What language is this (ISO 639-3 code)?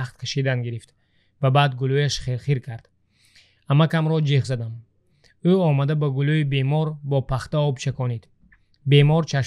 tgk